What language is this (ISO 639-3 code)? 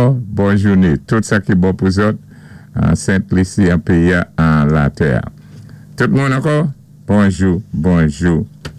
acf